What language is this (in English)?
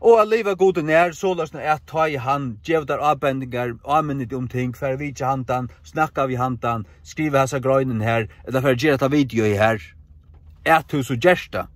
Faroese